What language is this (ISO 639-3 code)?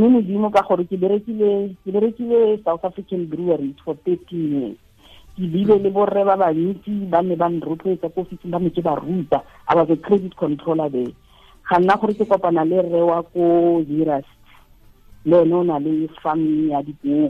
tsn